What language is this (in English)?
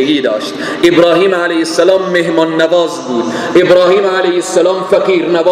Persian